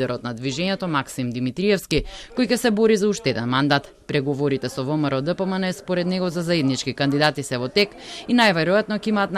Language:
Macedonian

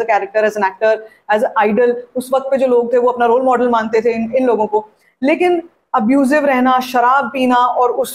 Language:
Hindi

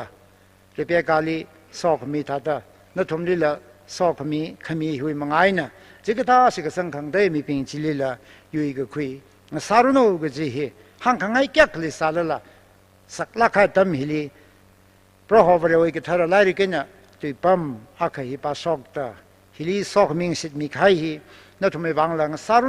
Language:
Tangkhul Naga (India)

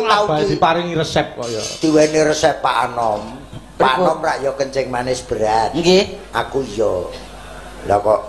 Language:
Javanese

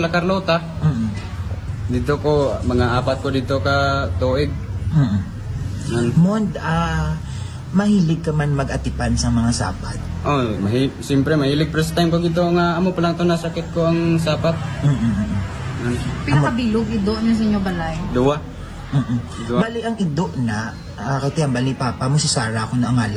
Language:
Hiligaynon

